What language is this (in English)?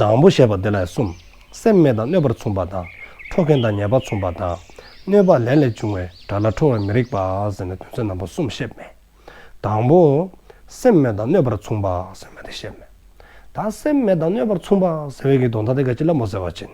Dzongkha